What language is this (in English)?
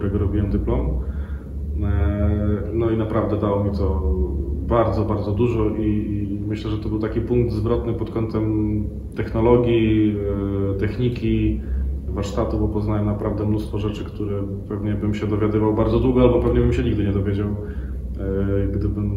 Polish